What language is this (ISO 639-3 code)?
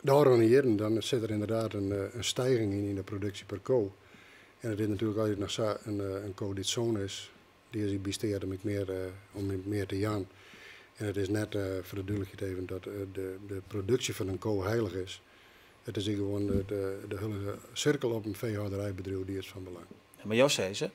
fry